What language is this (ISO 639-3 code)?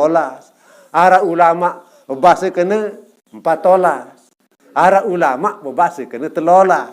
sas